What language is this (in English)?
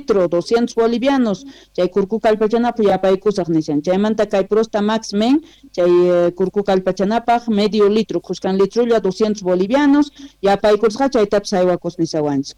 South Bolivian Quechua